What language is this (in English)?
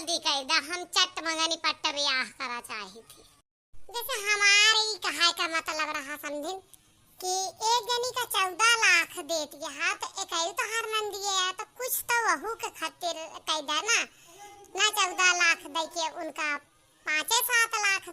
Awadhi